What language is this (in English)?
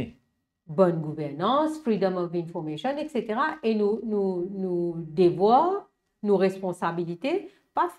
Morisyen